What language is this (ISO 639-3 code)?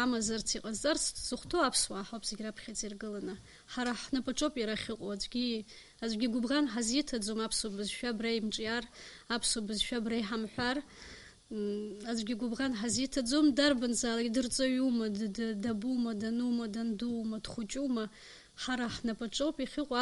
abk